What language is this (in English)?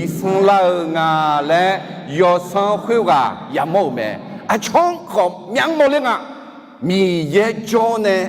Akha